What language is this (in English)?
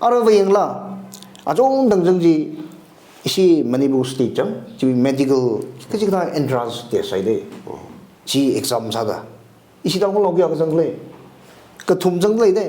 Tangkhul Naga (India)